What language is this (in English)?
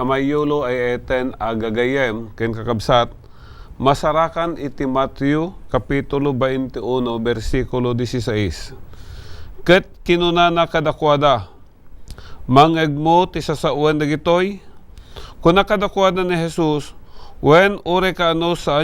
Iloko